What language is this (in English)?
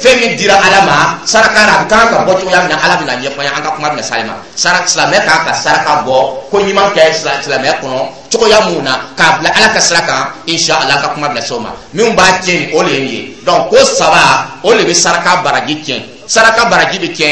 Dyula